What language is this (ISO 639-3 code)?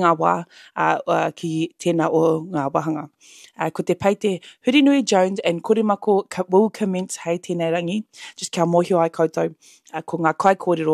mri